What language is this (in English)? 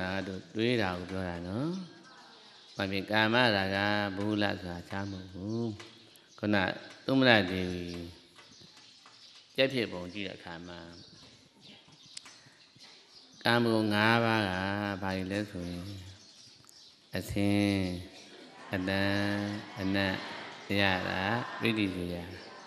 Burmese